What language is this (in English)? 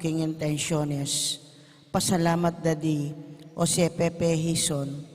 Pampanga